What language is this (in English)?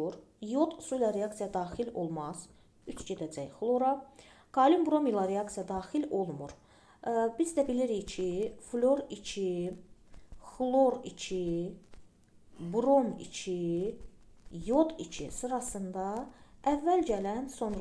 Azerbaijani